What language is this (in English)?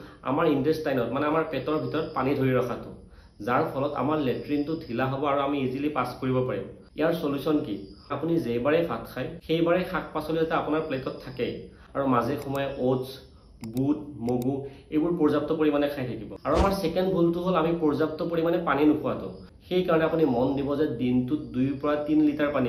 Assamese